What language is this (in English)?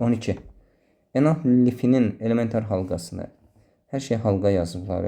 Azerbaijani